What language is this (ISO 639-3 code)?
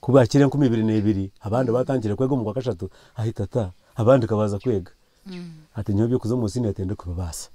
nyn